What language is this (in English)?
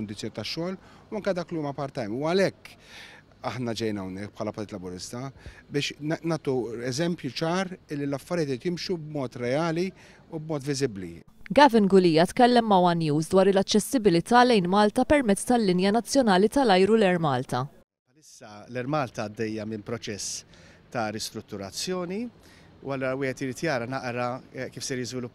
Maltese